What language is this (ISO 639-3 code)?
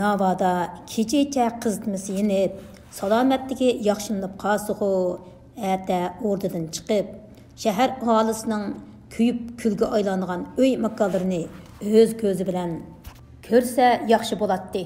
uig